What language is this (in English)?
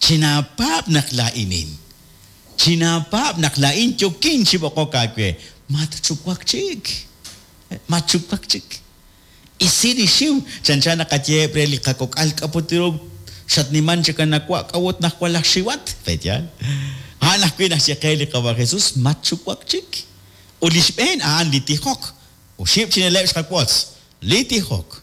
Kekchí